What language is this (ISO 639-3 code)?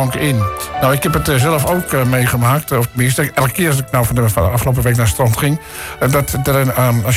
nld